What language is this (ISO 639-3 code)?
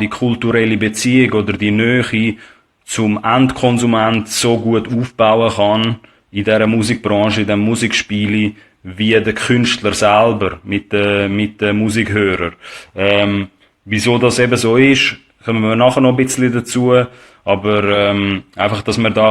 gsw